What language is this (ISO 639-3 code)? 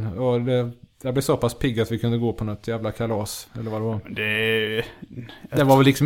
swe